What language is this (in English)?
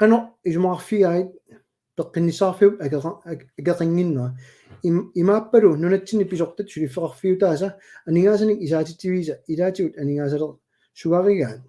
Kalaallisut